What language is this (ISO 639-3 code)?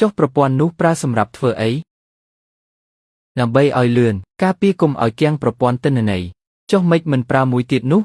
khm